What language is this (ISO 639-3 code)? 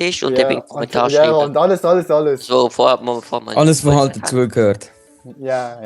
gsw